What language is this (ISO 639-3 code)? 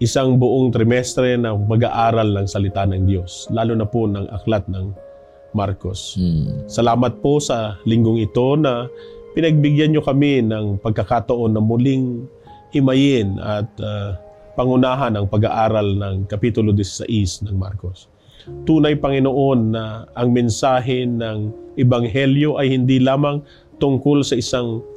fil